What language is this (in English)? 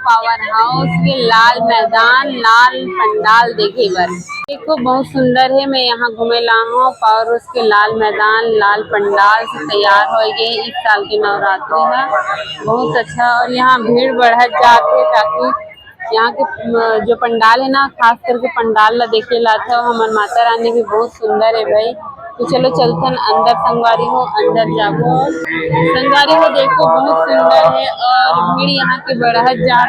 Chhattisgarhi